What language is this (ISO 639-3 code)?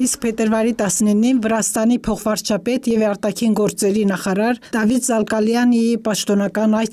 hye